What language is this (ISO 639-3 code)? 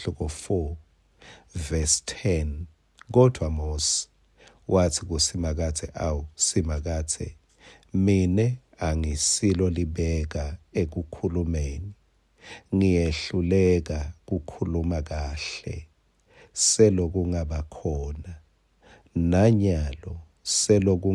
ssw